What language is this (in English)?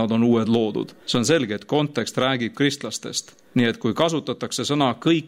Estonian